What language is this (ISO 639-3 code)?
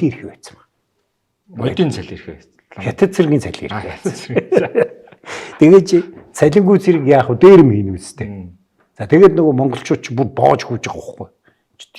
mon